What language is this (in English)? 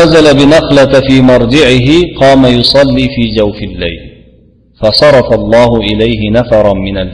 Uzbek